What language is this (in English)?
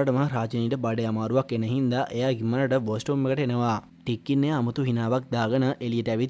Sinhala